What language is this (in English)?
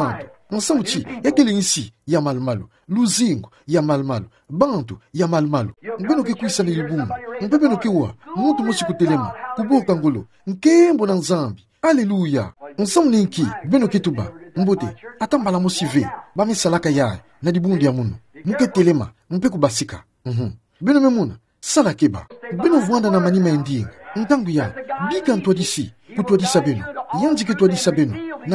Kituba (Democratic Republic of Congo)